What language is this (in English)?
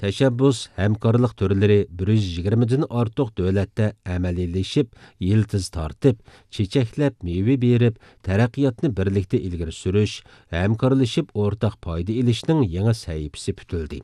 Uyghur